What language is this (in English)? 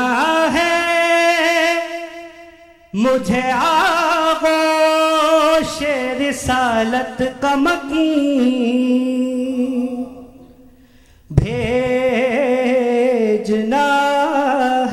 Urdu